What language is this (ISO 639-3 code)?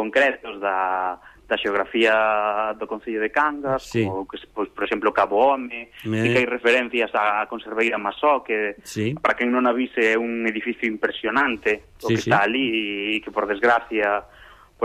glg